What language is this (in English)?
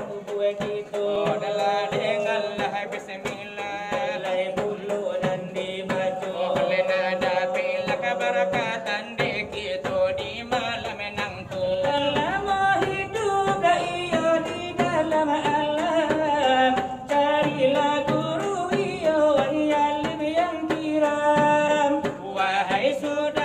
Minangkabau